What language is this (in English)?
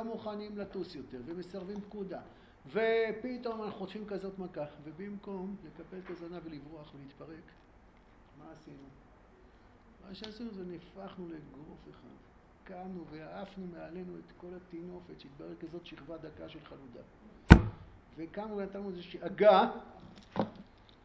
Hebrew